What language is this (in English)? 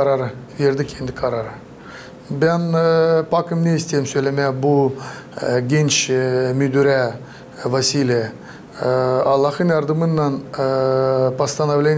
Gagauz